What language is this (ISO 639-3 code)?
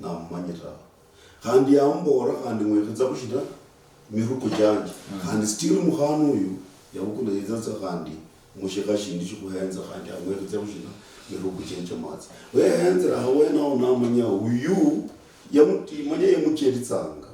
luy